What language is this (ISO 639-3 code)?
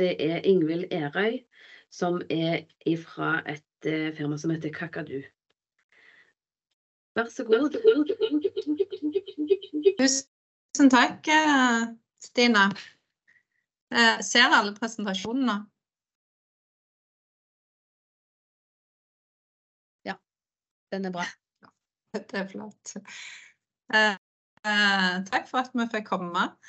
nor